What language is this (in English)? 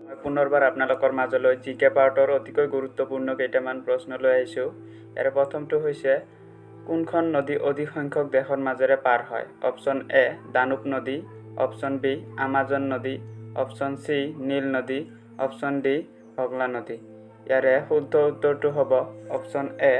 Assamese